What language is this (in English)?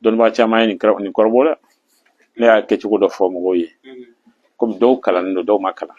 Bambara